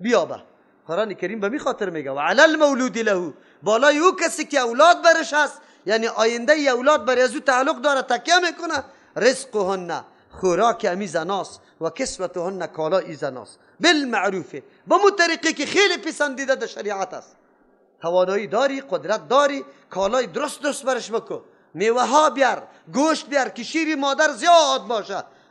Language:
Persian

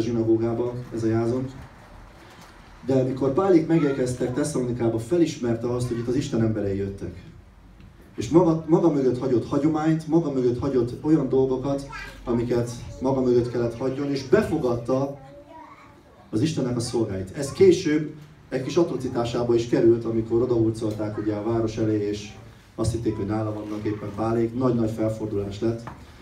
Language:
Hungarian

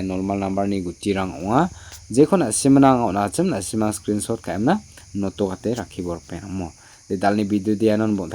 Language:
Garo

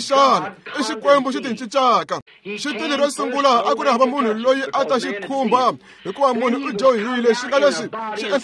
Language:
Tsonga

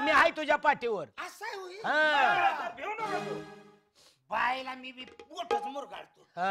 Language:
Marathi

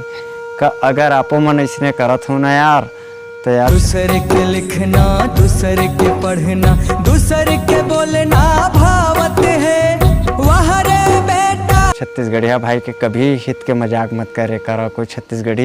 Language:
Chhattisgarhi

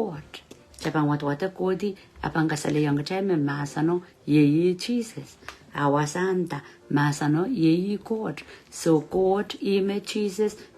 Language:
Pohnpeian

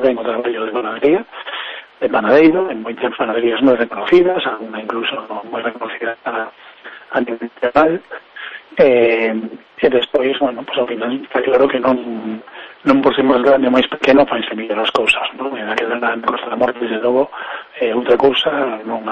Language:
Galician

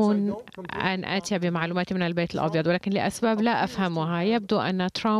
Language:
Arabic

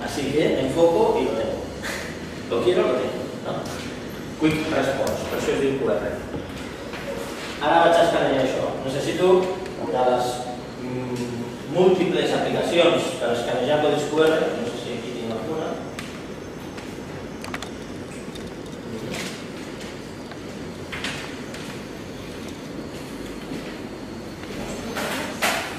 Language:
Catalan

